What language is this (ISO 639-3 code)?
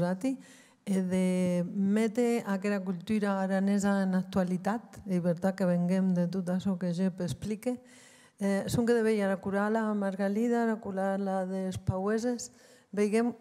oci